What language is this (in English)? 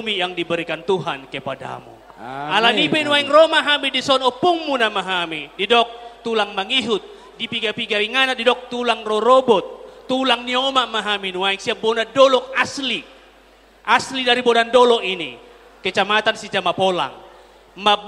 Batak Toba